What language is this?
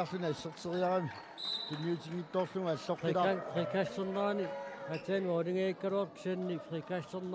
Kalaallisut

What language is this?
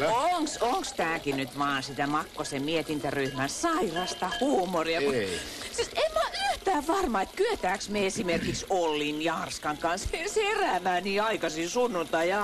Finnish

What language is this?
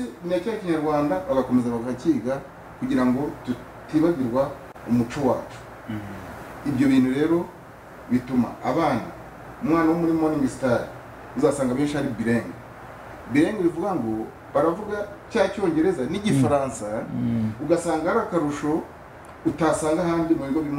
Kinyarwanda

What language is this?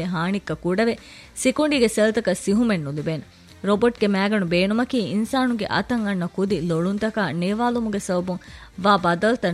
Divehi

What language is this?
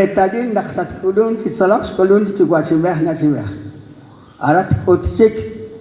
Kekchí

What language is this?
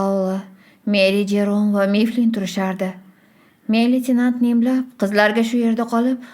Uzbek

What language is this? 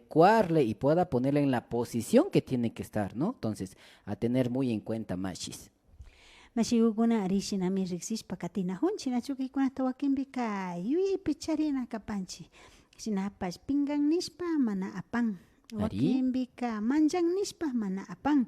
Imbabura Highland Quichua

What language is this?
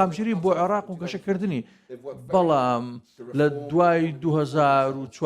Central Kurdish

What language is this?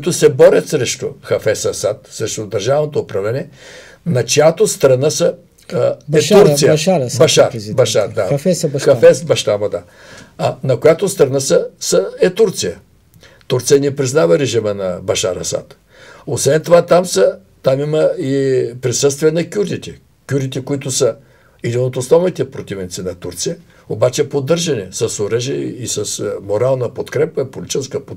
Bulgarian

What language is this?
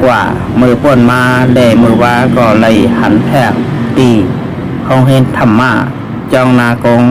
Shan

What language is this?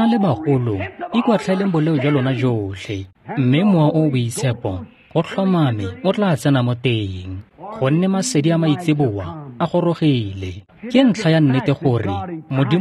Tswana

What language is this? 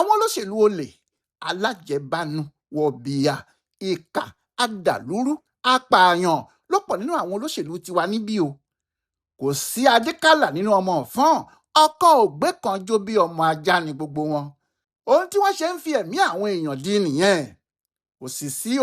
Yoruba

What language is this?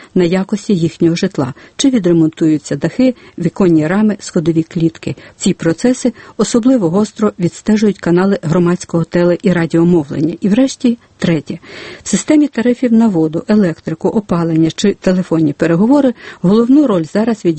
Ukrainian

